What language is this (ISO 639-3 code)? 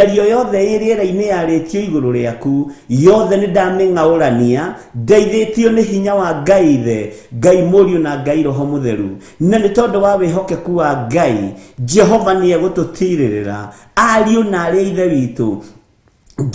kik